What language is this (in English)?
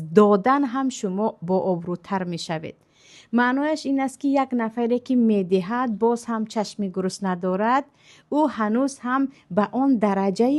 Tajik